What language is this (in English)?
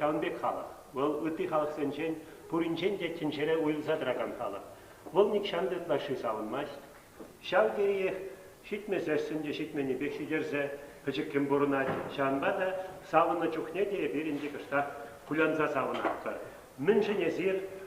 Chuvash